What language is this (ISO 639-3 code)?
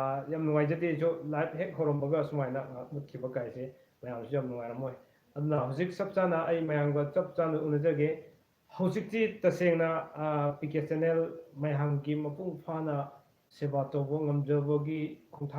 mni